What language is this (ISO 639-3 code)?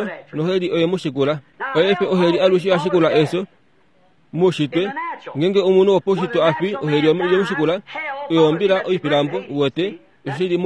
kua